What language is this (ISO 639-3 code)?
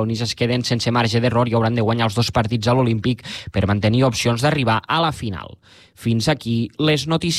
cat